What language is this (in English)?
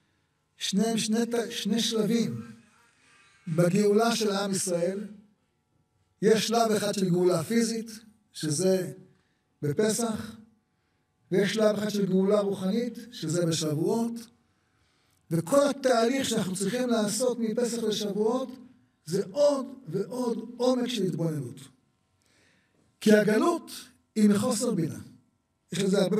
Hebrew